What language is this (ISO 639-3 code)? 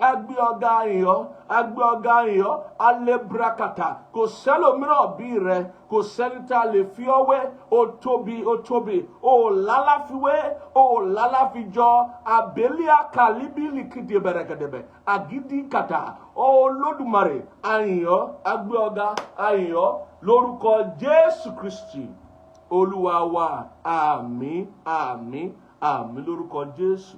yor